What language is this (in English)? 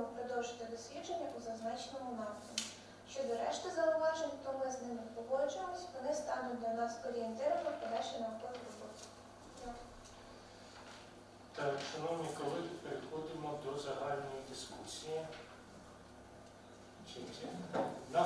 Ukrainian